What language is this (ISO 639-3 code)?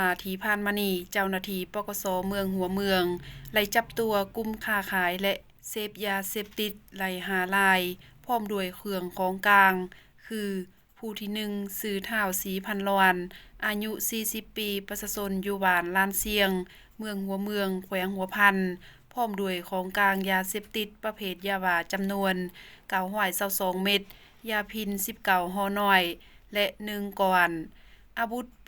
lao